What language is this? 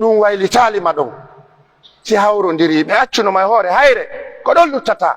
Pular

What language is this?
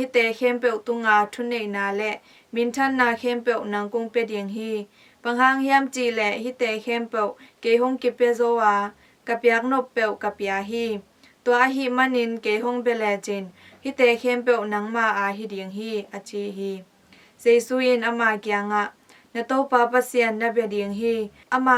Tedim Chin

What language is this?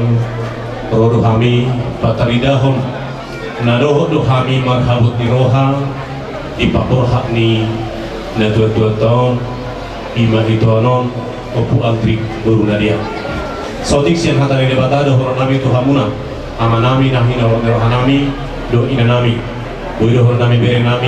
Batak Toba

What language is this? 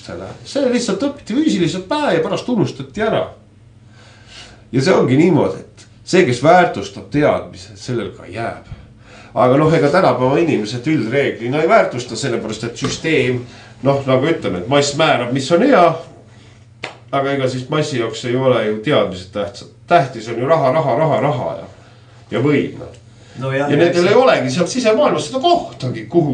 Estonian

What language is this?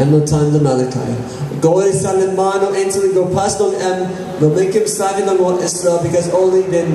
Tok Pisin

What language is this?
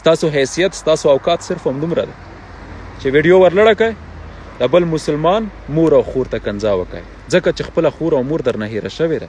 Pashto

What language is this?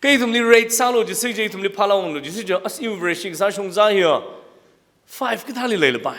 Tangkhul Naga (India)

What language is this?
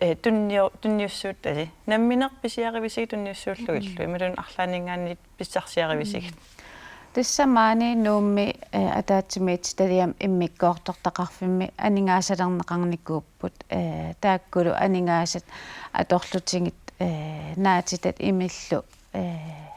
Kalaallisut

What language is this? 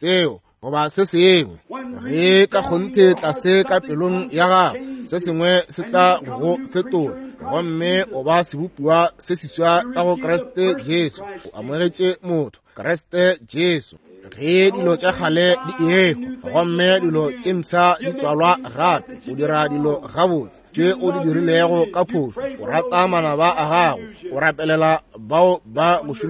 Northern Sotho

